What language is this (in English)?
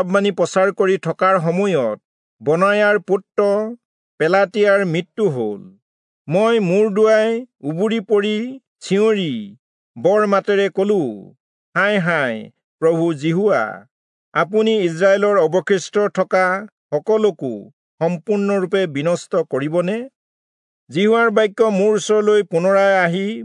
Assamese